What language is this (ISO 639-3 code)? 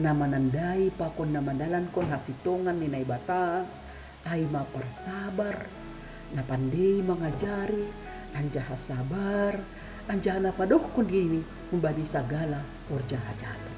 bts